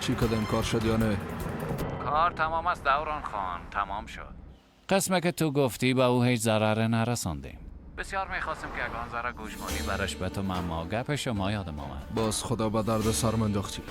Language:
Persian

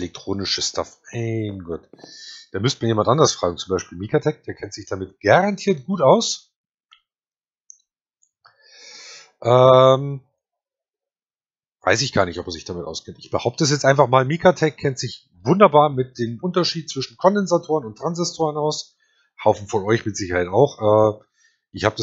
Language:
German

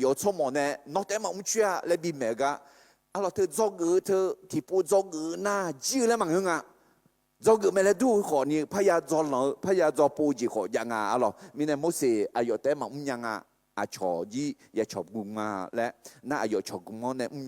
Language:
Akha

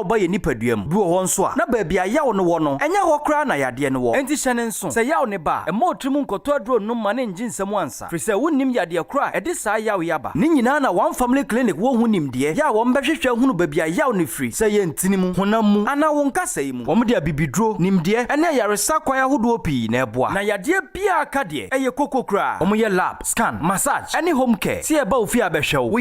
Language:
Akan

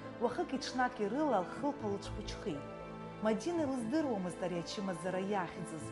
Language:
Abkhazian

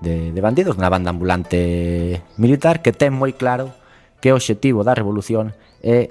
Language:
Galician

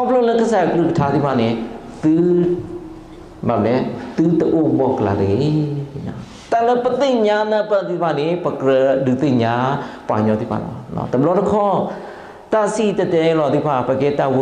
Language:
S'gaw Karen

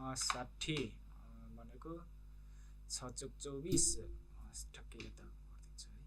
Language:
Nepali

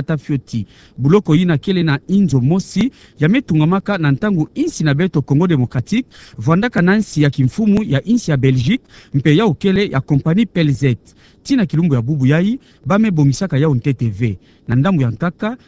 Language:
Kituba (Democratic Republic of Congo)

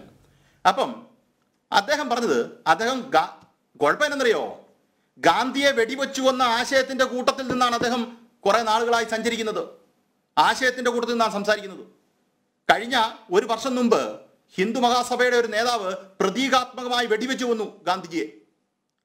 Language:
Malayalam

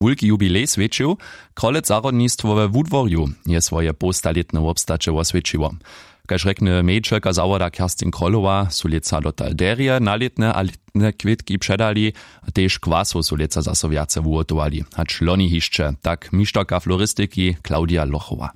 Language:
Upper Sorbian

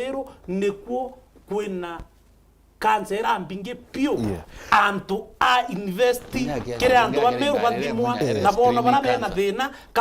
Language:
Meru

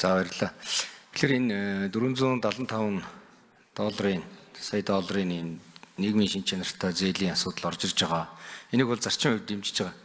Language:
Mongolian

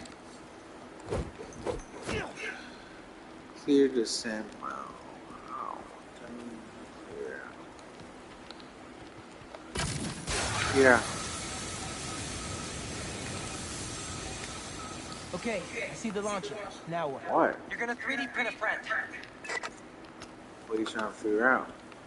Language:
English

